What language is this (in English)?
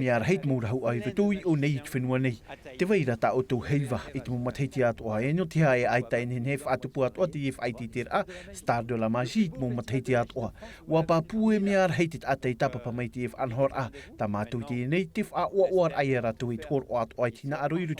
Tahitian